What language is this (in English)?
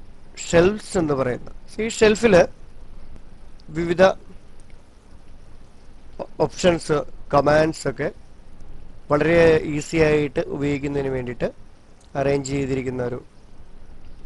Malayalam